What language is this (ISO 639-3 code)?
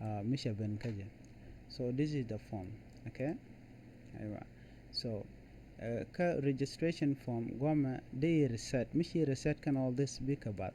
nus